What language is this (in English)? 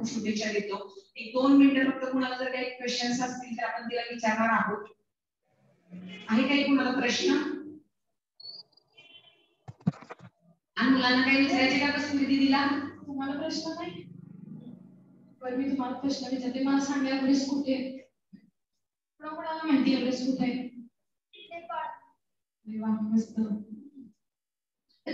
Marathi